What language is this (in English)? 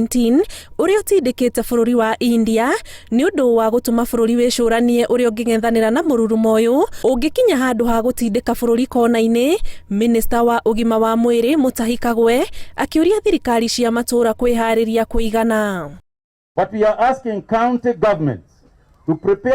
Kikuyu